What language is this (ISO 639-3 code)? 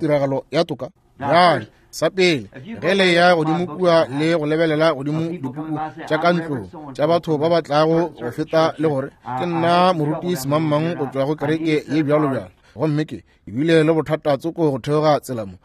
nso